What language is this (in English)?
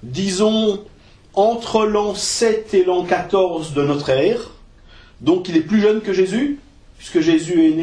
French